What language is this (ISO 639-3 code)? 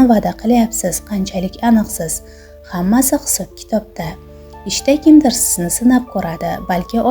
uzb